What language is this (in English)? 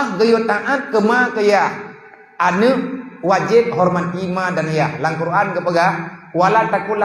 Achinese